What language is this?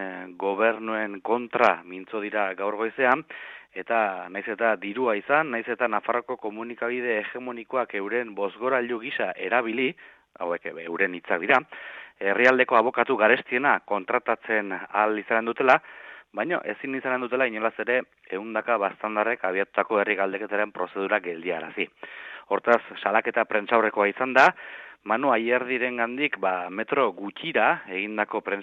Basque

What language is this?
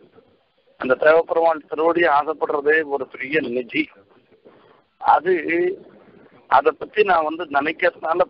Tamil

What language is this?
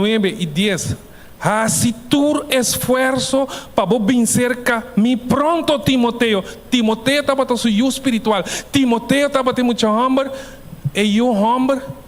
Papiamento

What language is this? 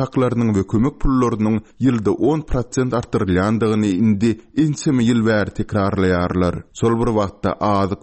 Turkmen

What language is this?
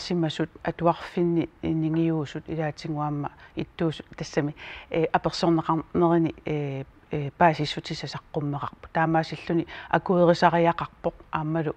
Kalaallisut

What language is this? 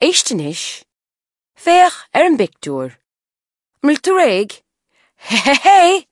Irish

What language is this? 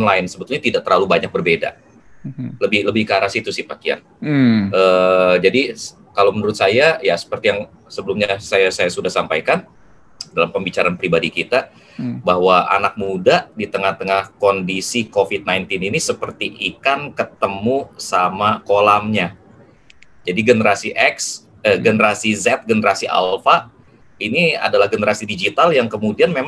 Indonesian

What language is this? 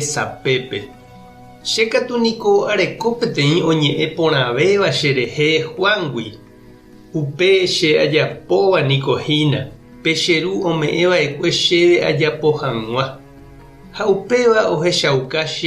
Guarani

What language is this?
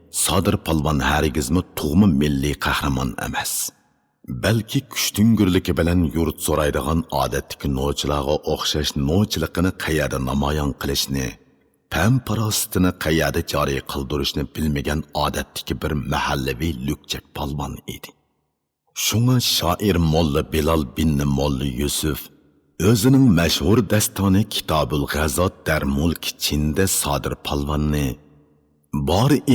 Uyghur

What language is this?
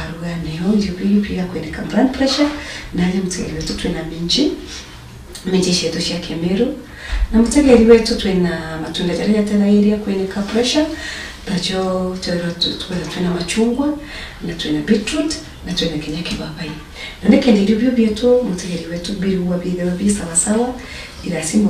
Meru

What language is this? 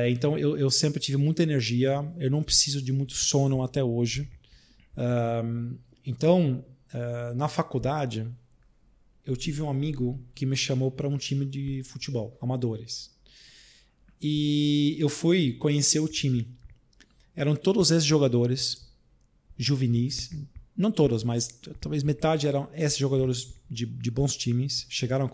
Portuguese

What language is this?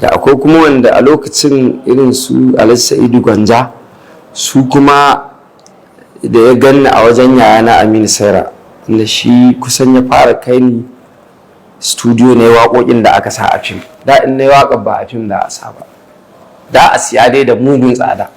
Hausa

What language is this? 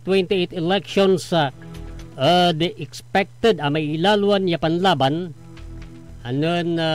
Pangasinan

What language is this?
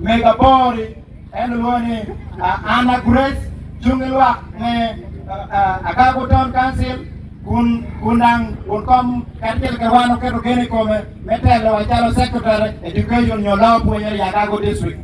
Acoli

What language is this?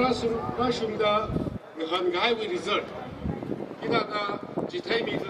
Tangkhul Naga (India)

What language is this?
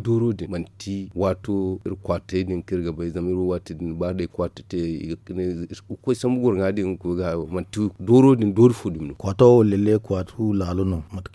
Zarma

